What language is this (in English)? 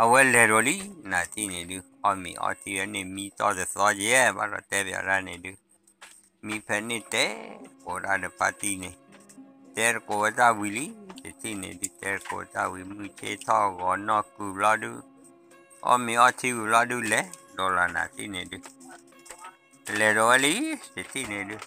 S'gaw Karen